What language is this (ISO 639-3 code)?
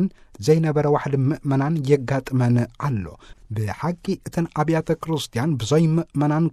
tir